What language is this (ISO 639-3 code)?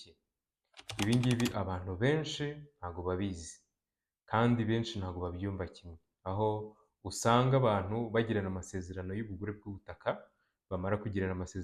kin